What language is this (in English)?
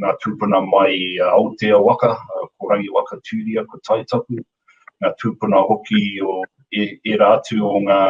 Māori